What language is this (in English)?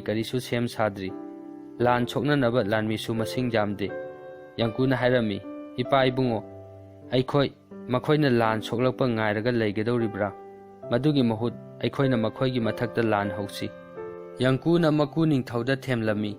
Manipuri